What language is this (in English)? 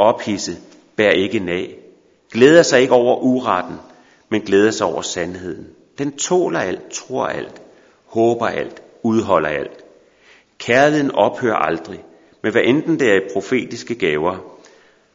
Danish